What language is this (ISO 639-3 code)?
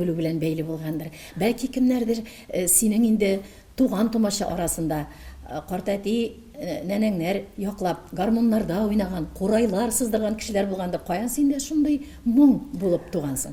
tat